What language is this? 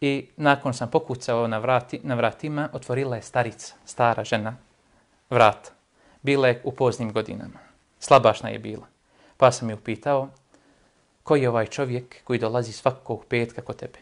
Bosnian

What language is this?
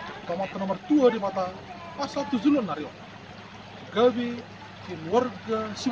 Batak Toba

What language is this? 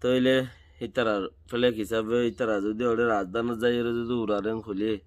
Rohingya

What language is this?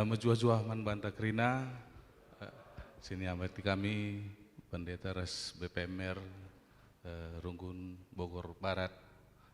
Batak Karo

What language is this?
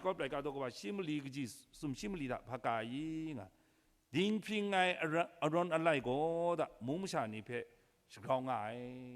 Kachin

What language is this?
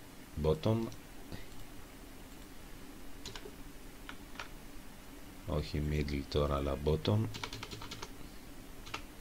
Greek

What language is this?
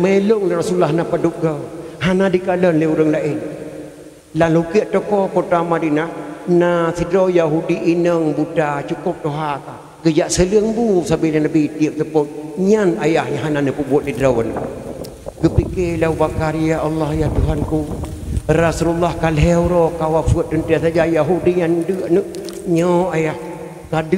Achinese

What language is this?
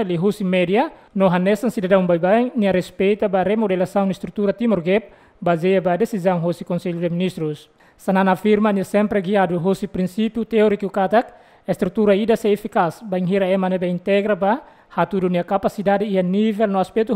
Tetum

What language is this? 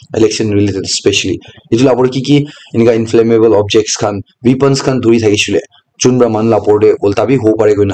Naga Pidgin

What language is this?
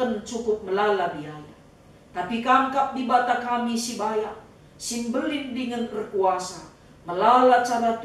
Batak Karo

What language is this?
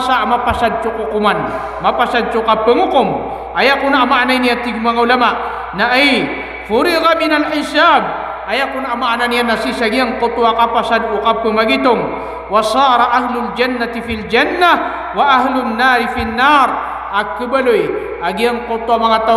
Maranao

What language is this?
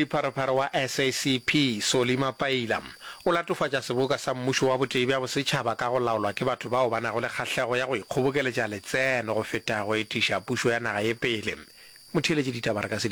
Northern Sotho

